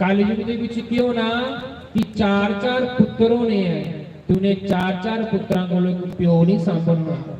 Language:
Dogri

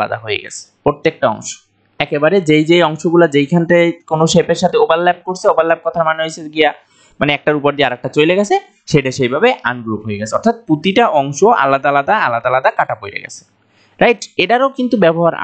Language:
Bangla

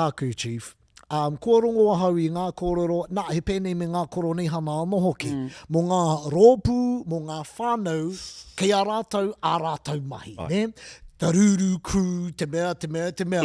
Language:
Māori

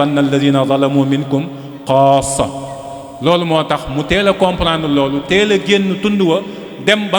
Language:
Wolof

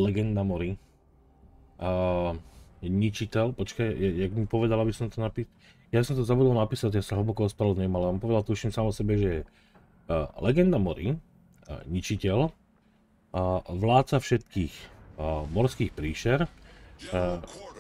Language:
Slovak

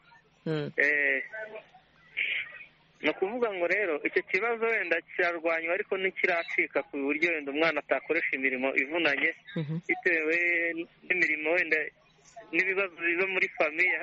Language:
Kinyarwanda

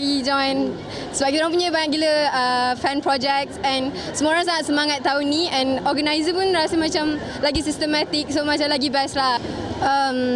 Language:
Malay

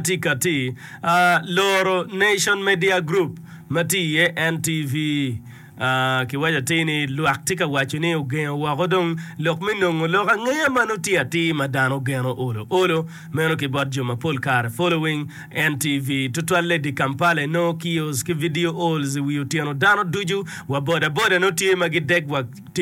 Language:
Acoli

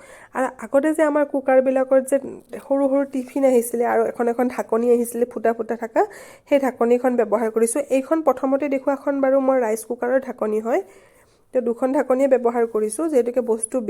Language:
Assamese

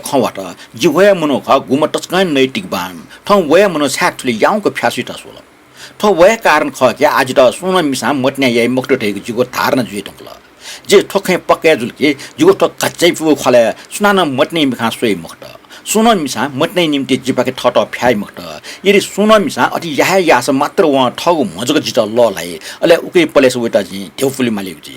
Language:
Newari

